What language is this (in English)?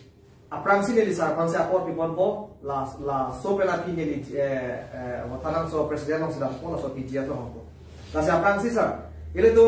Karbi